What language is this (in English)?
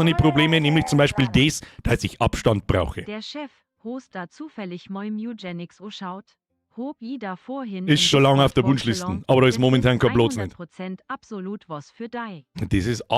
Bavarian